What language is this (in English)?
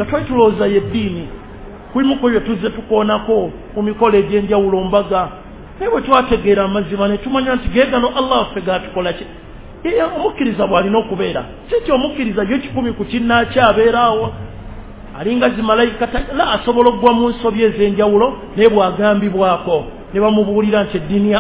Ganda